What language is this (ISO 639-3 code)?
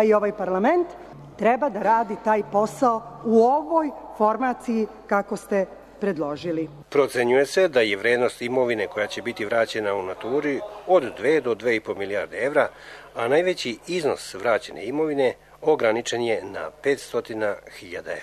srp